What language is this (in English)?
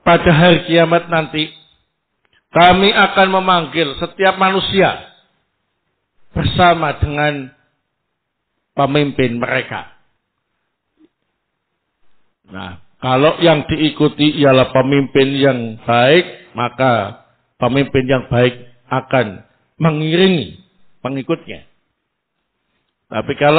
Indonesian